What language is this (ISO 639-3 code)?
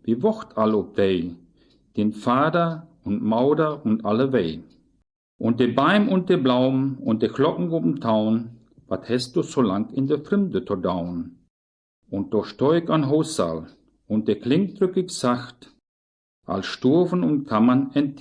wep